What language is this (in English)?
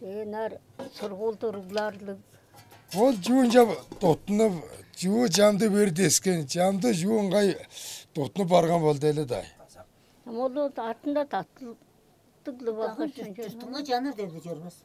Tuvinian